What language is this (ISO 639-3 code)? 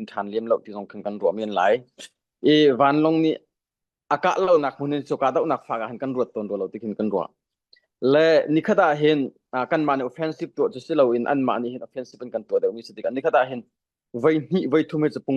cnh